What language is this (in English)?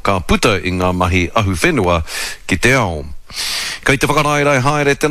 Māori